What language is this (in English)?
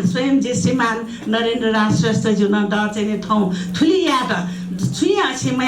Newari